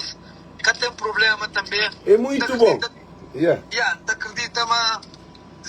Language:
Kabuverdianu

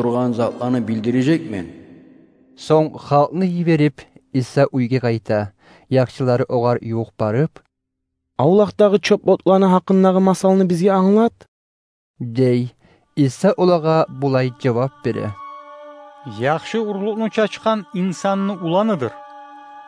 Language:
Kumyk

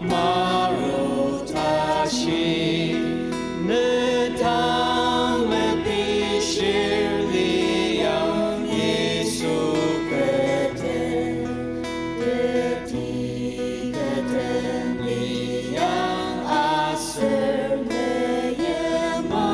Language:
Ao Naga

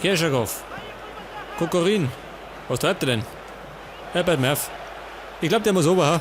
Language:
Bavarian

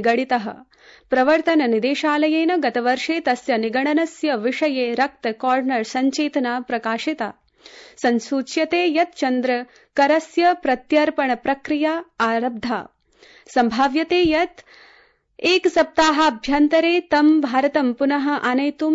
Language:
Sanskrit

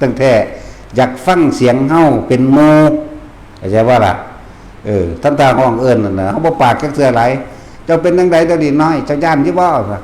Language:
Northeastern Thai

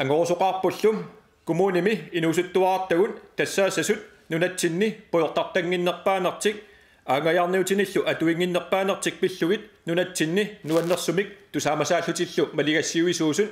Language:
Kalaallisut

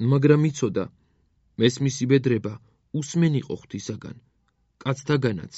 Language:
Georgian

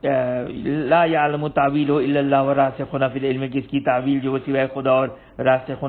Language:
Urdu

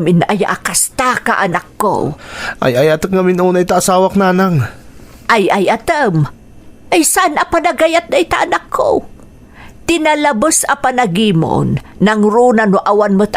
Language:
Iloko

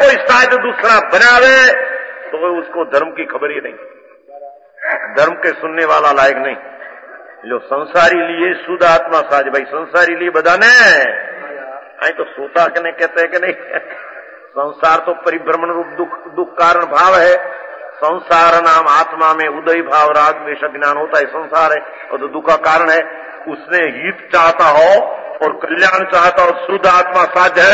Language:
Hindi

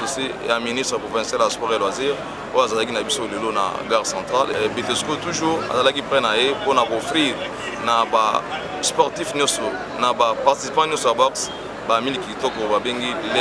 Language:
Lingala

